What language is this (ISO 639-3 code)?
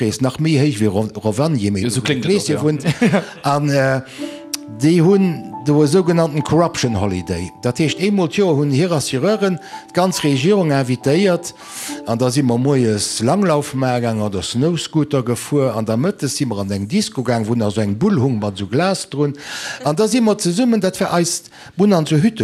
ltz